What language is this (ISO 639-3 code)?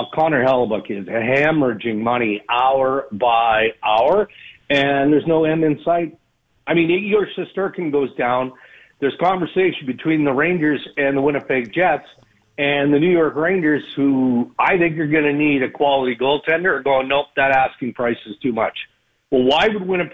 eng